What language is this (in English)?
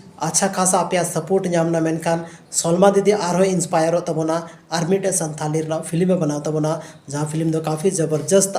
Santali